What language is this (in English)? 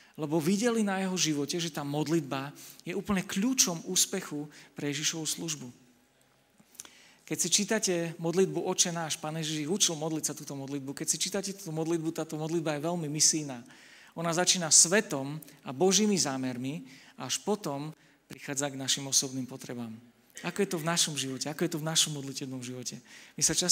Slovak